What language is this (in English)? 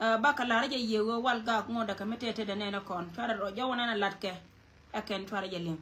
Nuer